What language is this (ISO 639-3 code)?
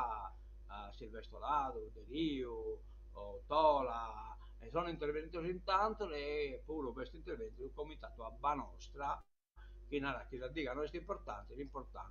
srd